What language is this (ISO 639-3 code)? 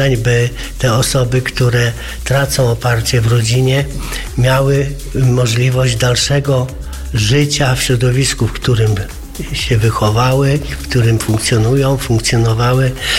pol